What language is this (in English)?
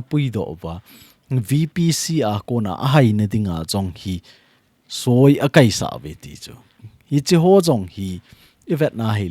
Thado Chin